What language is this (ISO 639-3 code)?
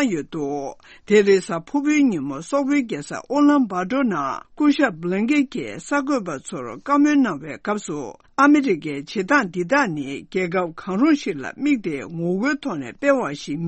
bod